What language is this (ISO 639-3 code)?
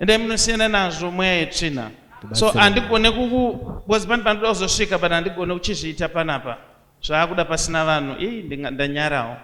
sna